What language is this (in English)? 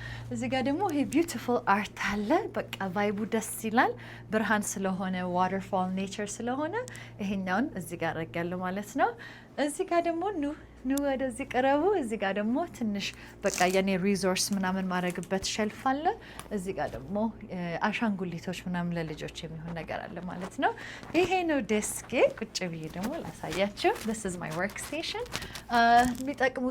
Amharic